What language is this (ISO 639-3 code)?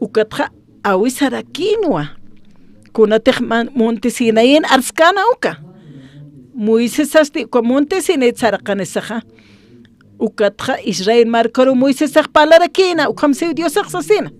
aym